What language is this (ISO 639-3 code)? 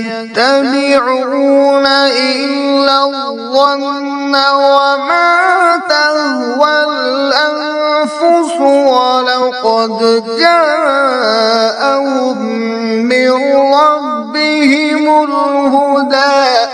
kas